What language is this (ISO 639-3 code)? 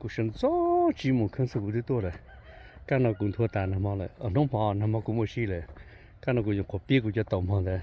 hmn